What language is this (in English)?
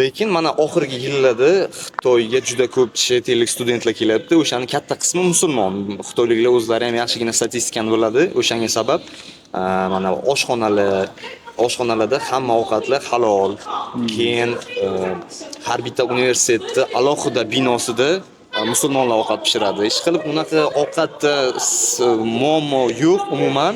Uzbek